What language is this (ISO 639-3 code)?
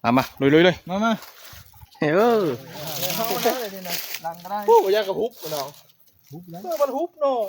tts